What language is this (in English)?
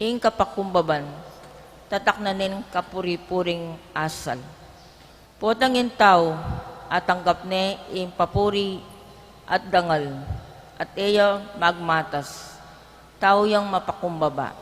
Pampanga